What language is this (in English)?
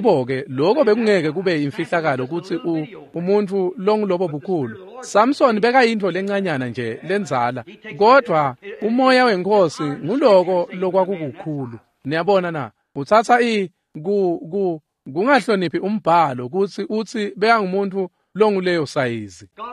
Swati